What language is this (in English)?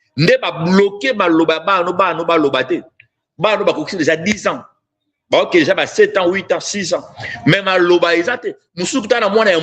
Lingala